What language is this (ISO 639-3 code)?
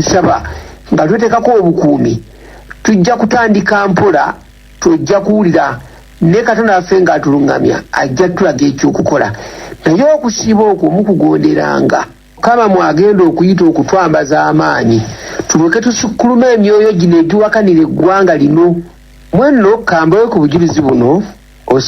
lug